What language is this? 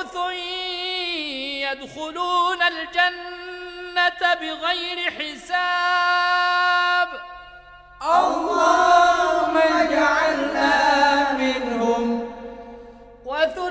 Arabic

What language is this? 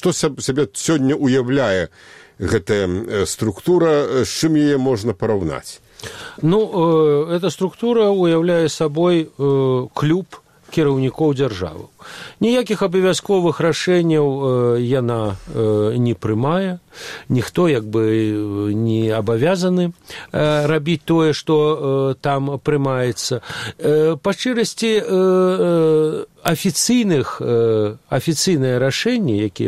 Belarusian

